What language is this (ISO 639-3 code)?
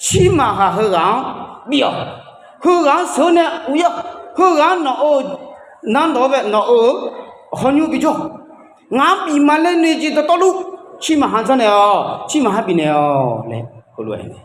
ahk